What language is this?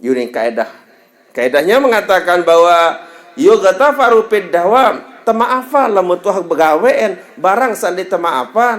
Sasak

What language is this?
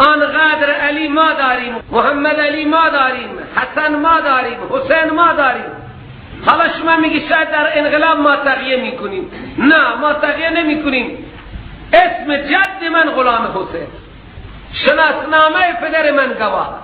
Persian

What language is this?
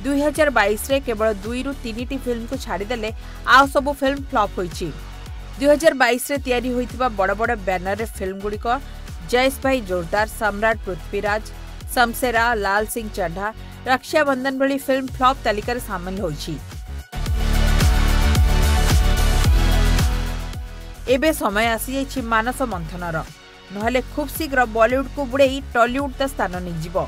Odia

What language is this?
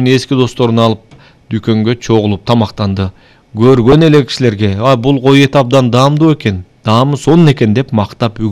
Kyrgyz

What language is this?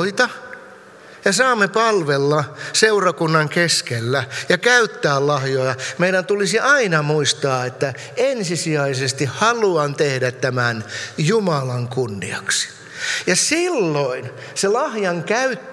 Finnish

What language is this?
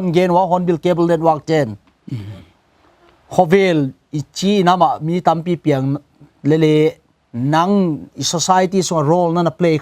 Paite Chin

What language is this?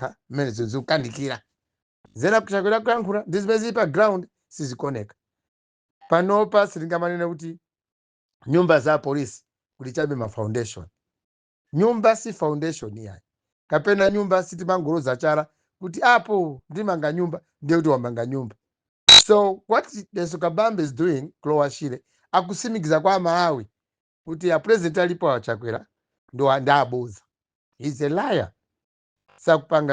Nyanja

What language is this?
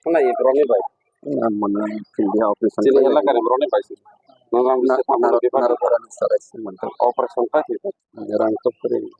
Kok Borok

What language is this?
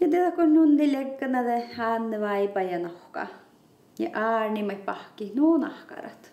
Northern Sami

